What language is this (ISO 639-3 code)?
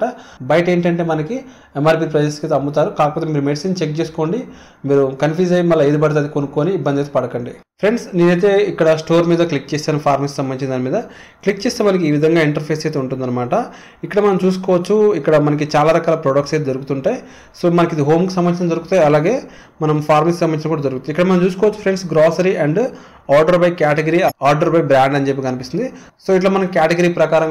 tel